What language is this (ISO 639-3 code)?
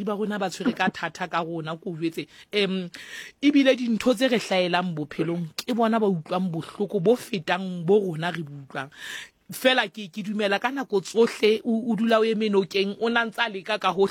sot